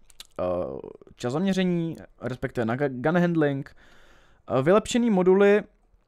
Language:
Czech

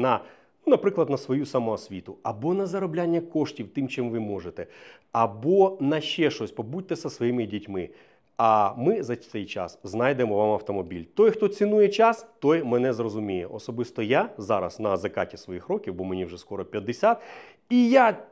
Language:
Ukrainian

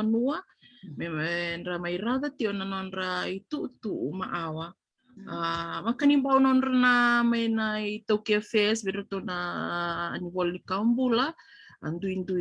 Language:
Fijian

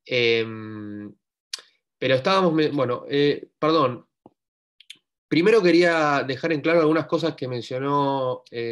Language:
Spanish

